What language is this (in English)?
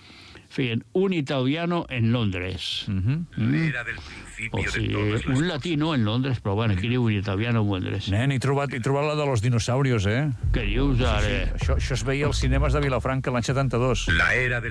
Catalan